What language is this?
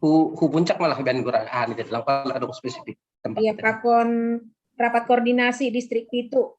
Batak Simalungun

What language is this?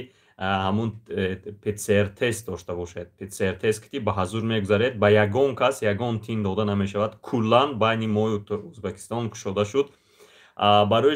Tajik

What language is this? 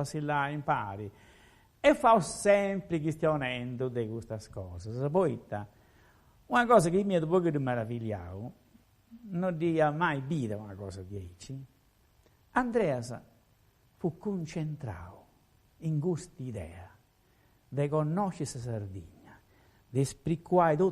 Sardinian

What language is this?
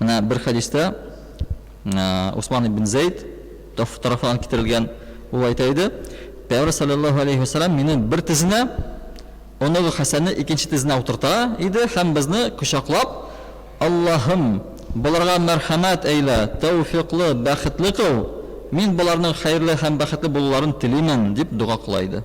Tatar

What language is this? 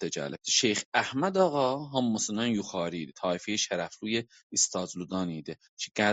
South Azerbaijani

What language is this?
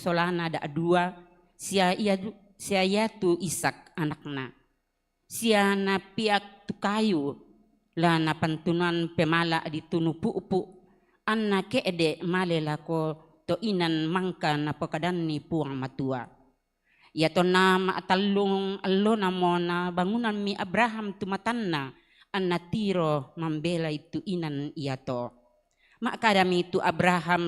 Toraja-Sa'dan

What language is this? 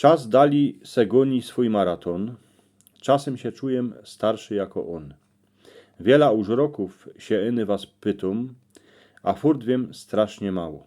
Silesian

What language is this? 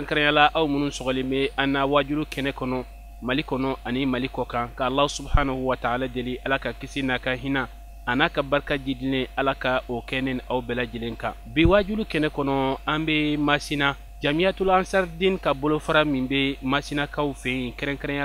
Bambara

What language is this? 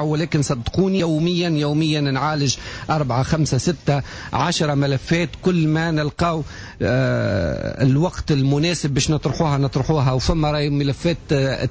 Tunisian Arabic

